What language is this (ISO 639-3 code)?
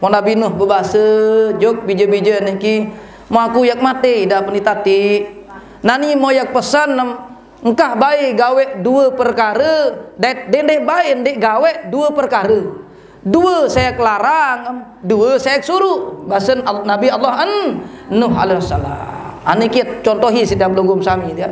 sas